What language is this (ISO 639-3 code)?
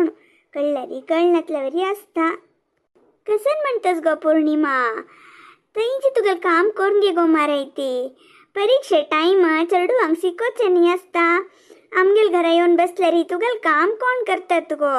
kok